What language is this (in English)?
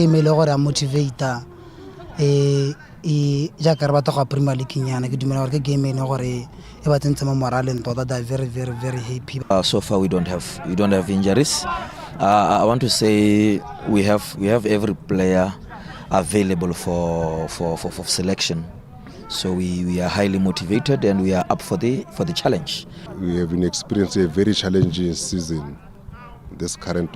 Tswana